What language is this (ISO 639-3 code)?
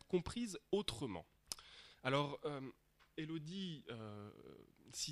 fra